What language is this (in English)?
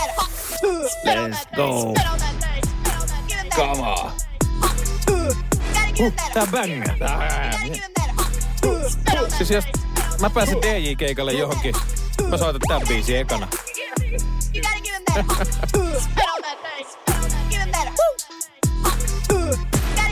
Finnish